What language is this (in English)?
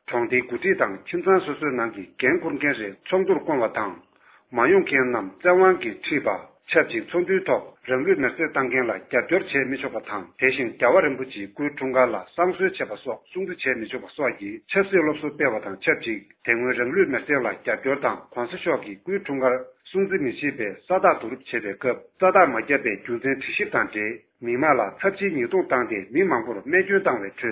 Tibetan